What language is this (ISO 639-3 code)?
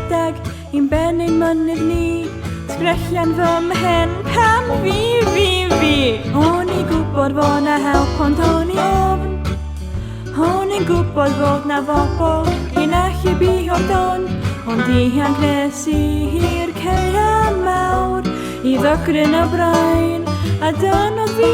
cym